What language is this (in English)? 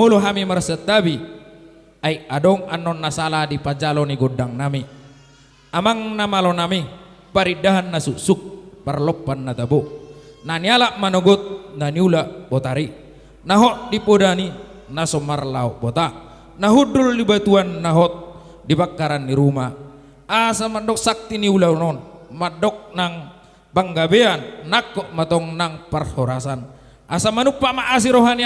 Batak Toba